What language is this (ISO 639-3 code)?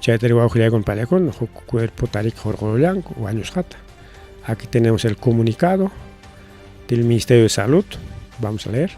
quy